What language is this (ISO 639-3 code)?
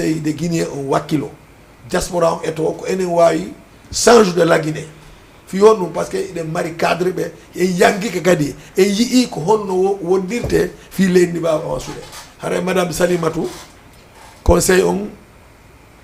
ful